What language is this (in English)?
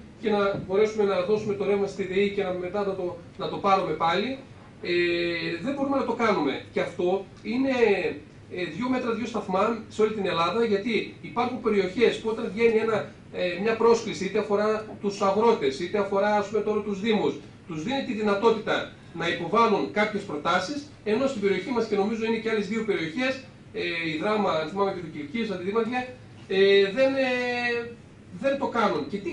Greek